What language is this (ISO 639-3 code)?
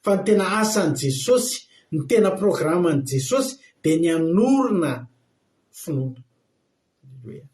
mlg